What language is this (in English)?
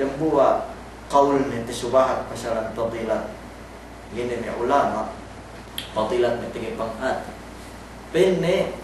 Yakan